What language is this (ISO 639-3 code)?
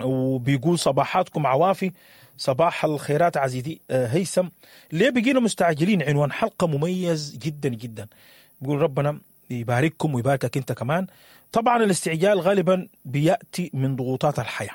apd